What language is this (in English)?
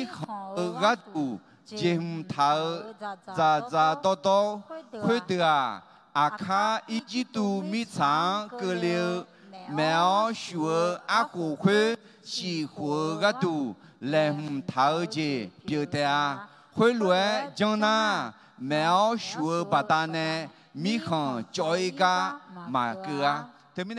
Akha